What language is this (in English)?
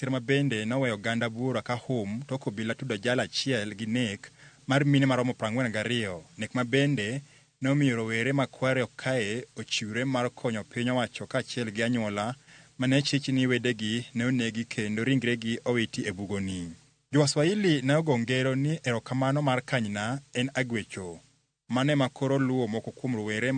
Luo (Kenya and Tanzania)